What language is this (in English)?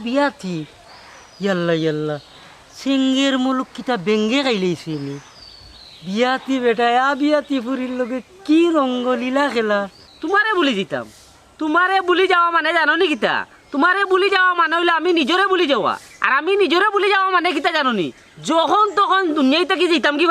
Sylheti